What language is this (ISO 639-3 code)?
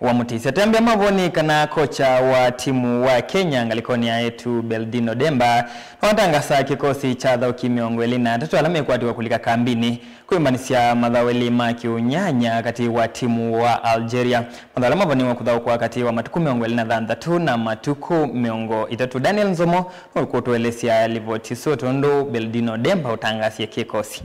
kam